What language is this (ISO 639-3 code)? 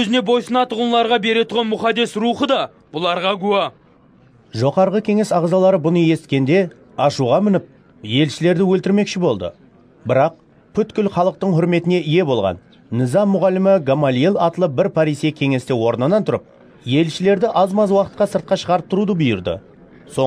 kaa